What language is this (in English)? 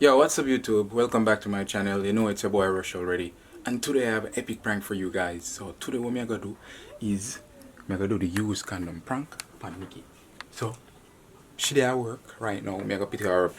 Jamaican Creole English